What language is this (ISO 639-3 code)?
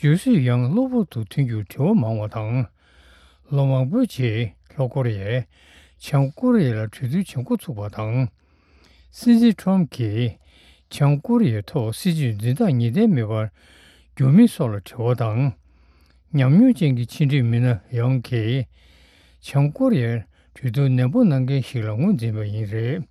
bod